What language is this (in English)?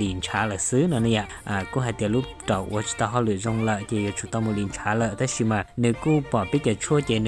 Hmong